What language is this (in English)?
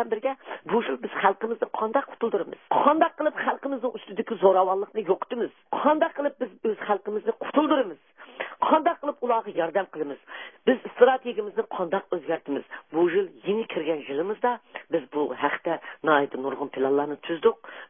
Uyghur